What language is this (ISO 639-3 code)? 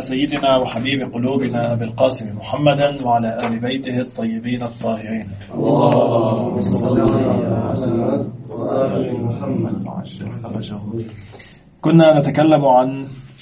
ara